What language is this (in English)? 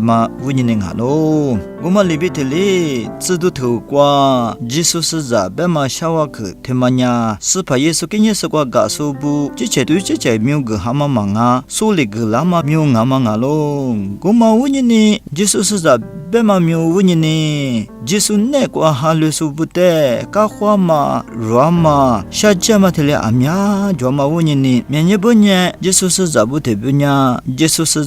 Lisu